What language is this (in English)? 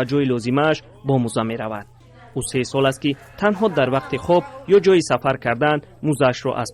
Tajik